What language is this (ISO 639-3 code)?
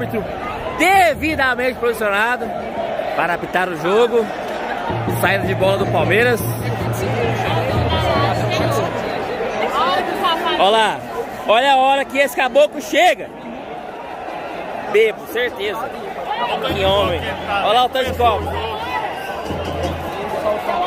por